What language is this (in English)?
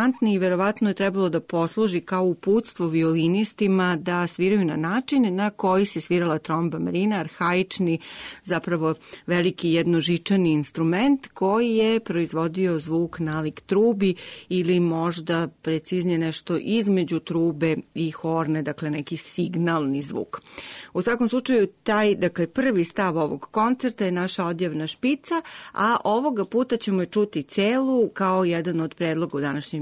Serbian